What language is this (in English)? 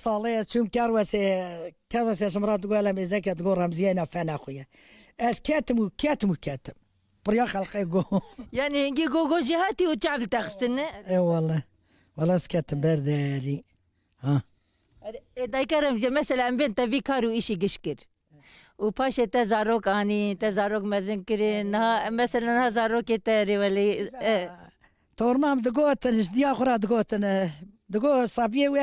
Kurdish